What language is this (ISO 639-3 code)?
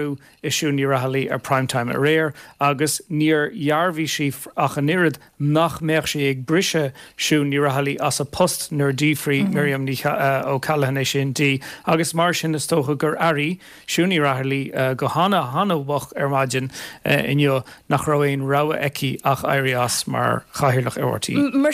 gle